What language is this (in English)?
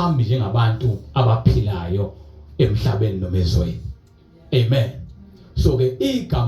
Zulu